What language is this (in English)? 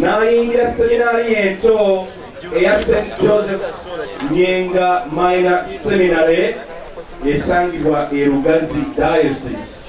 Ganda